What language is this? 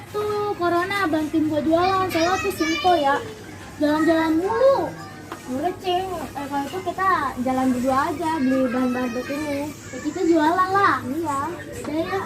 Betawi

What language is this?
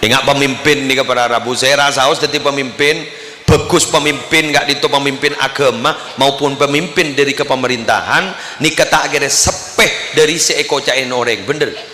Madurese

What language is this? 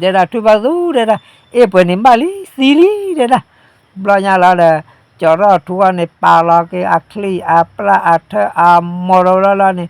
S'gaw Karen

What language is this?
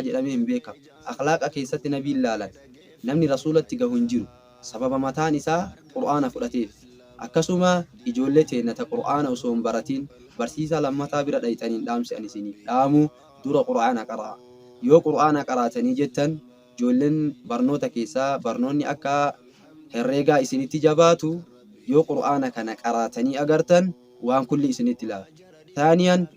Oromo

